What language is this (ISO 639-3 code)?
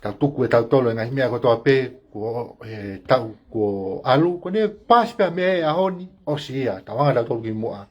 ton